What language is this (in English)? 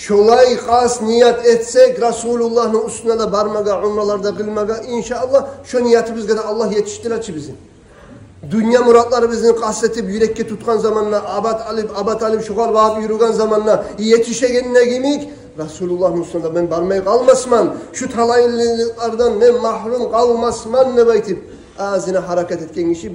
Kumyk